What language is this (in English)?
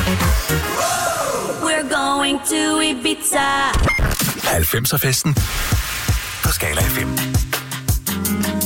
Danish